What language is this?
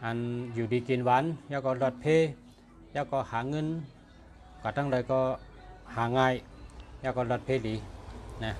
Shan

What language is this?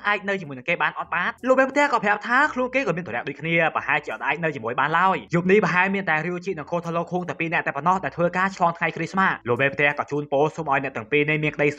Khmer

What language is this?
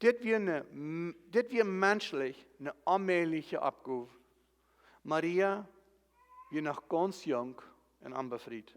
Plautdietsch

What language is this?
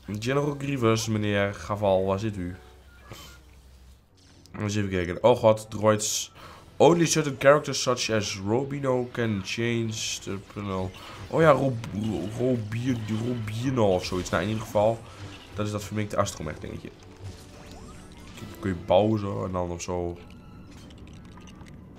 Dutch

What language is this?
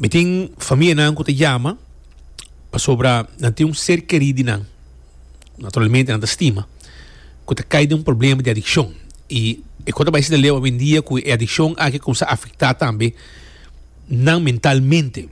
Papiamento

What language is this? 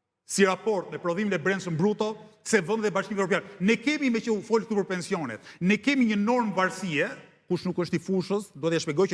Albanian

